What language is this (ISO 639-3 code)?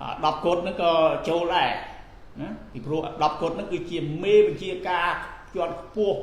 khm